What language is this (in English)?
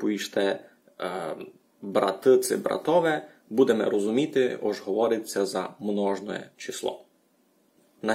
Rusyn